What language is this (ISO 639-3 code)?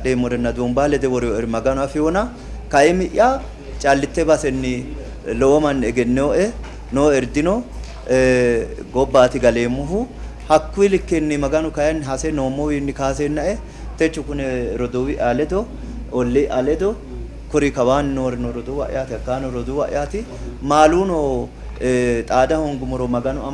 sid